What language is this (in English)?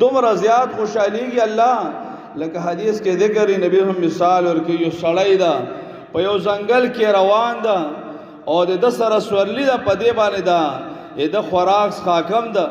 Pashto